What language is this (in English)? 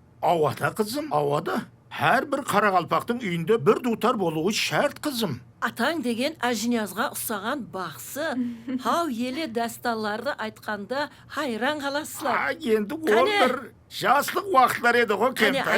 Kara-Kalpak